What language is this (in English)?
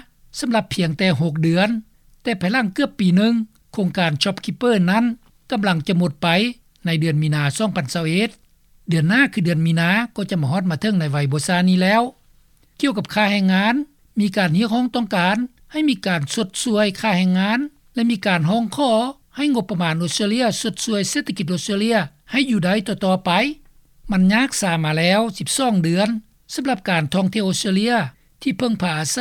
Lao